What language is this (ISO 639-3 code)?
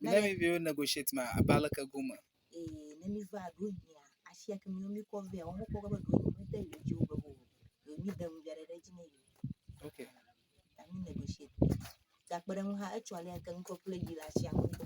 ewe